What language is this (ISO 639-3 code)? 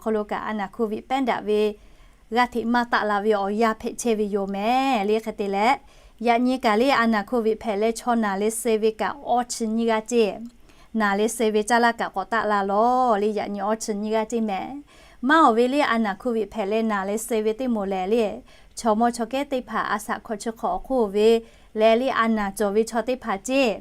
lhu